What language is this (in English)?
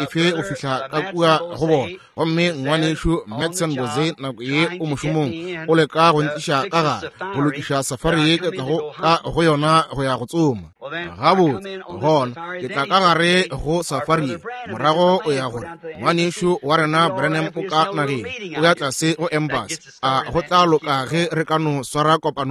Northern Sotho